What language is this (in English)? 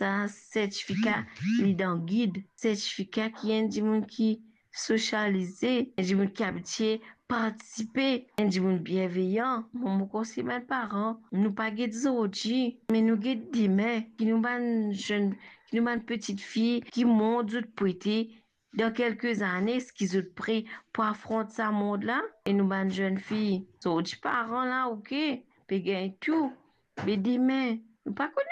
Morisyen